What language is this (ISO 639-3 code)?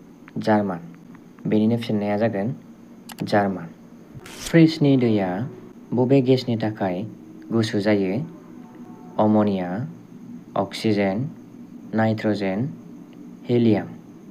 brx